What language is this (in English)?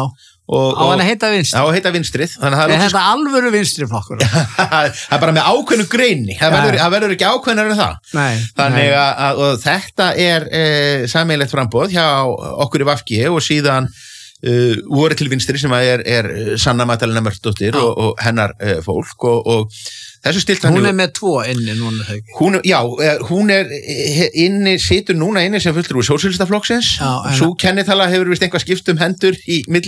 Icelandic